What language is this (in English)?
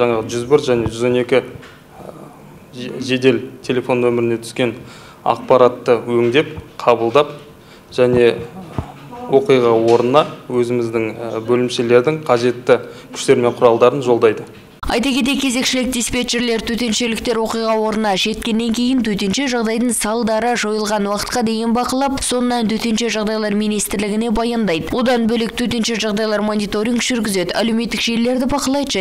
Kazakh